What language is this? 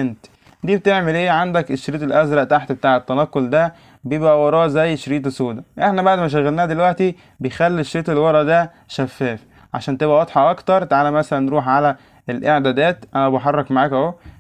Egyptian Arabic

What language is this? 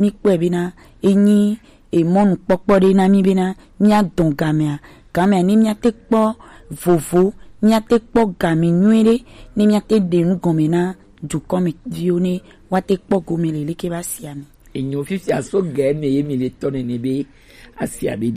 Gen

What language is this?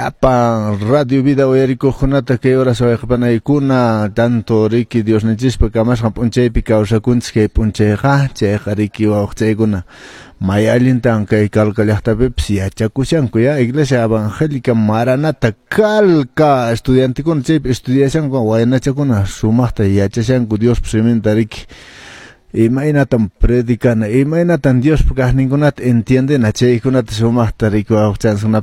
Quechua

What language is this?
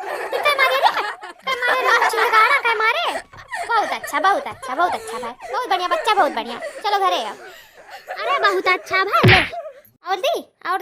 Awadhi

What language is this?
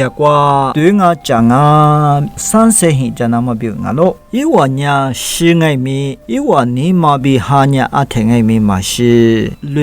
Lisu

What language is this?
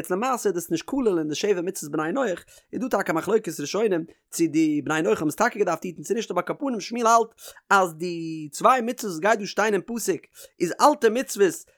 Yiddish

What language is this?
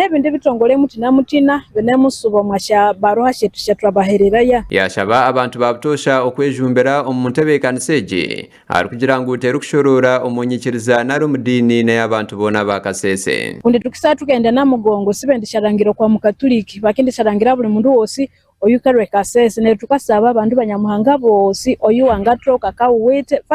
Nyankole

